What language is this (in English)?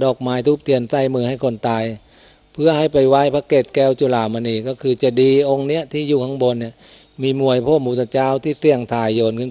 Thai